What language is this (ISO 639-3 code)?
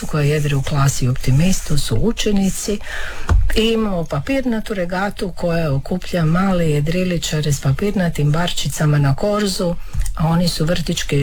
hrv